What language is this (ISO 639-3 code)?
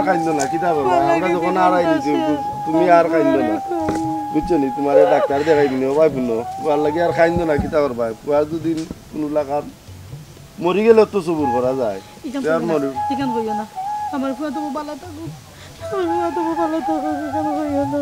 syl